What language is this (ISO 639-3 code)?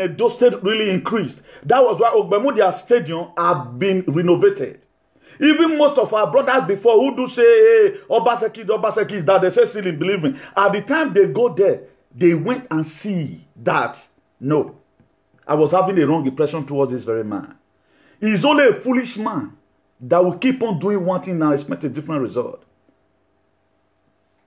eng